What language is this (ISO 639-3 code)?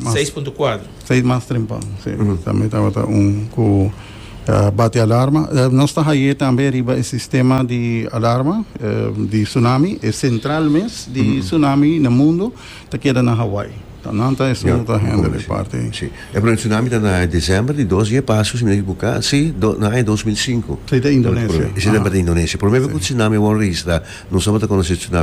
pap